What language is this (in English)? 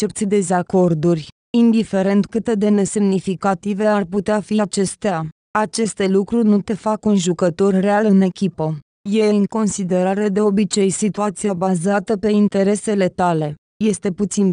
Romanian